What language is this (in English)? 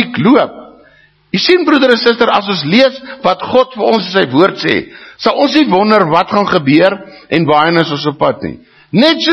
Afrikaans